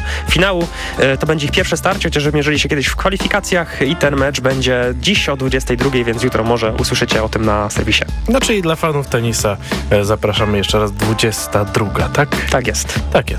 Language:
Polish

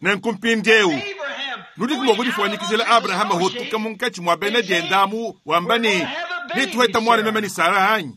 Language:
Luba-Lulua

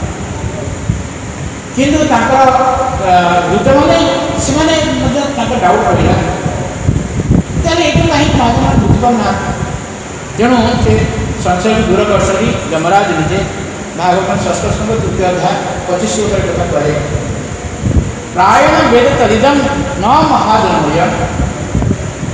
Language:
Odia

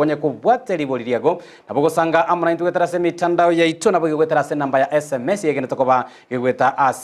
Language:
Gusii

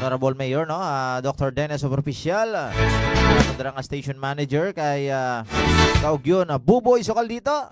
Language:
Hiligaynon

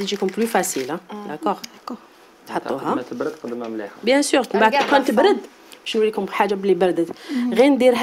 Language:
Algerian Arabic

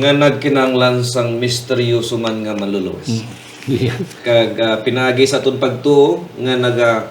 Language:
Hiligaynon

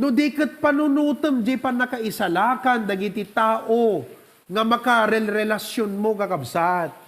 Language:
Iloko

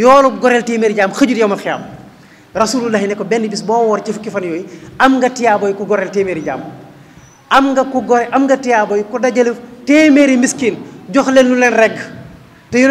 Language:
Wolof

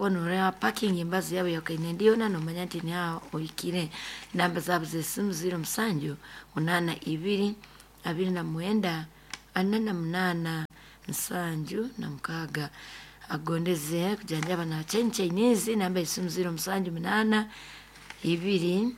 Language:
Nyankole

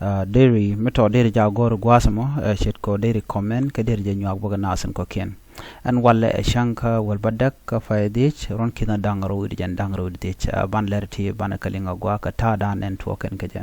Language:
Nuer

